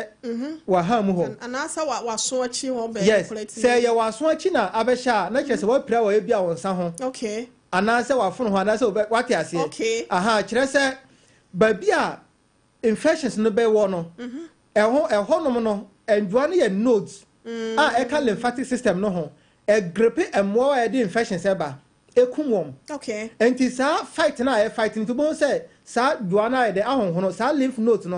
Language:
Akan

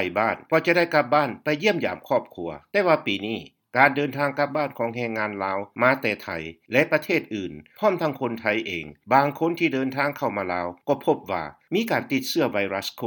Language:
Lao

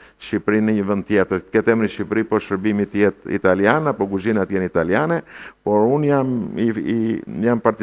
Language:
Albanian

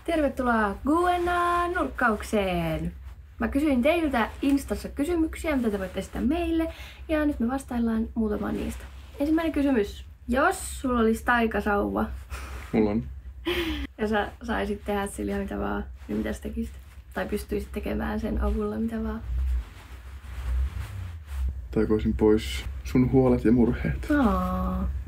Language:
Finnish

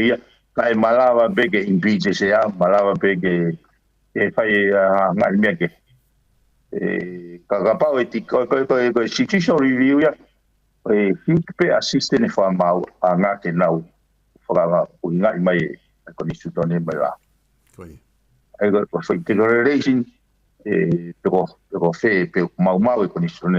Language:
Tongan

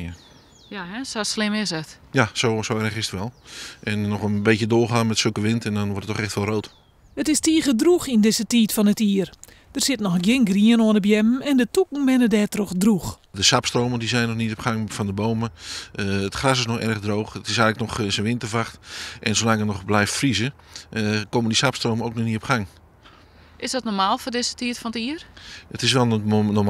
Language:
Western Frisian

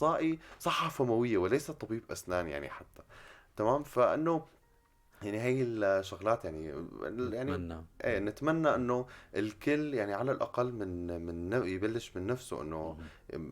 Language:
North Levantine Arabic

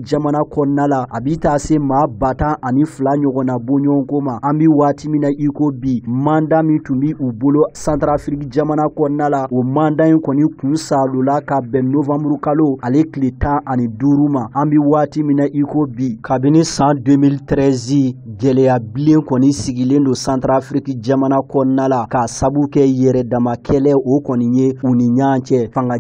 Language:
Bambara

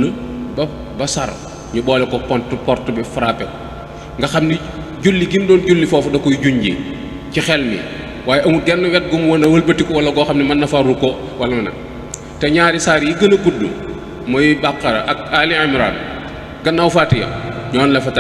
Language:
Wolof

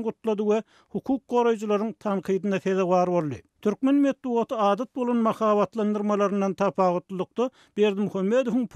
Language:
Turkmen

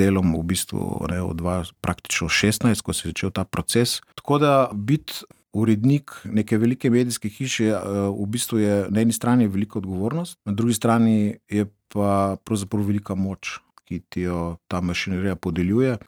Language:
Slovenian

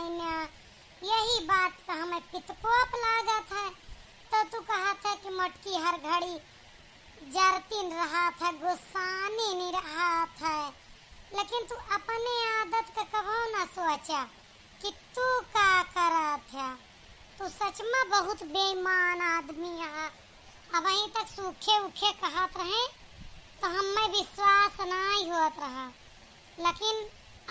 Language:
Awadhi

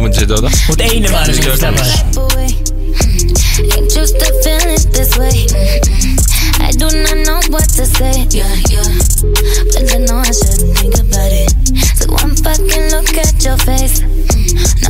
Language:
Icelandic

